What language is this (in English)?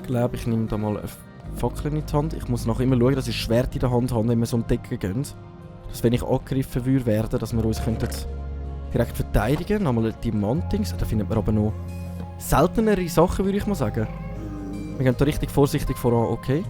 Swiss German